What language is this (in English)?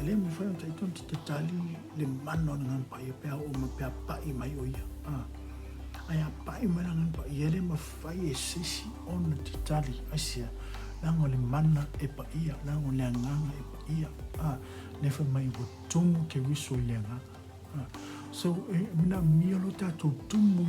Samoan